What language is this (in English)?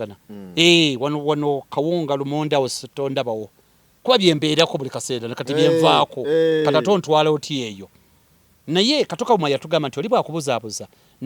Ganda